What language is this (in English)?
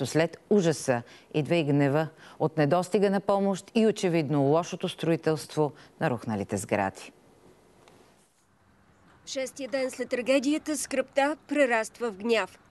Bulgarian